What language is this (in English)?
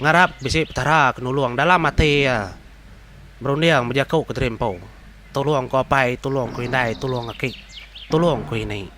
Iban